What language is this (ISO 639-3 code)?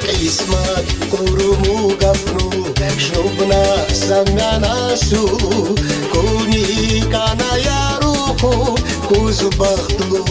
tab